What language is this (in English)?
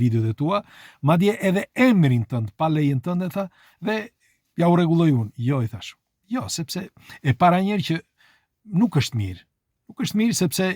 Albanian